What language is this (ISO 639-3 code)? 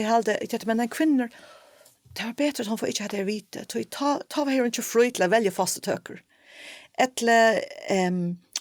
fao